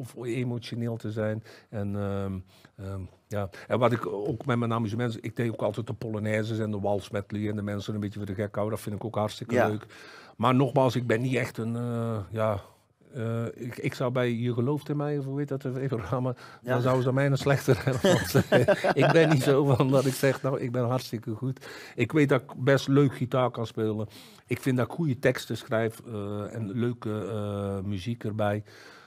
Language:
Dutch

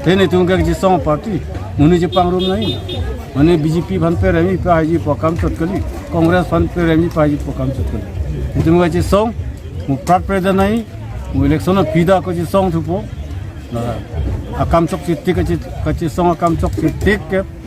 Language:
Karbi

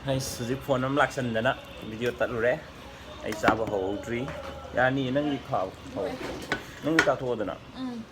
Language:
Manipuri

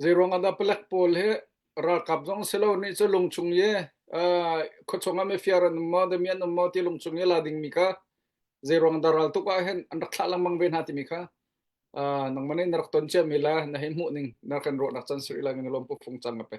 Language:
Hakha Chin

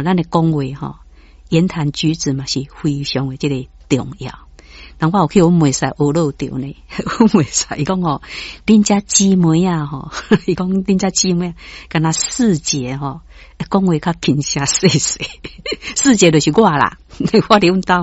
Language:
Min Nan Chinese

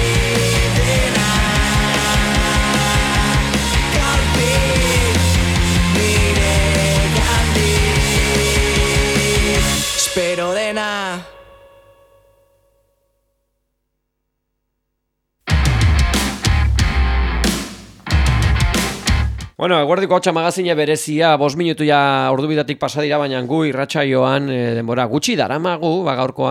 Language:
Basque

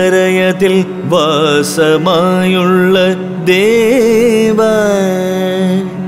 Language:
Malayalam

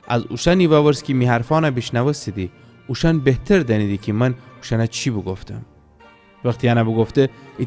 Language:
Gilaki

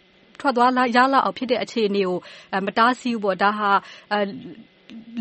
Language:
Burmese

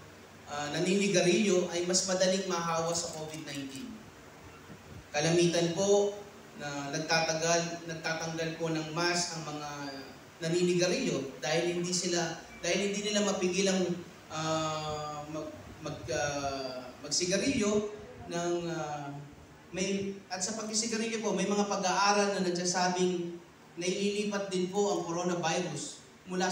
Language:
Filipino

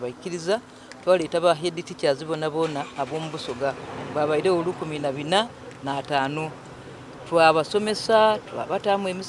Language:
Soga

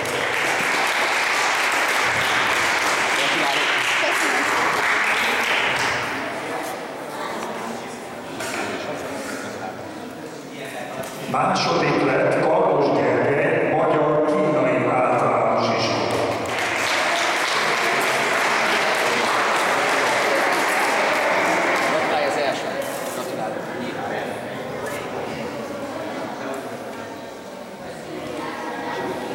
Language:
Hungarian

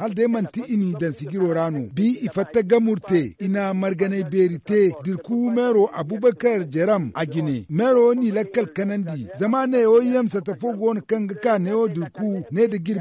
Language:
Zarma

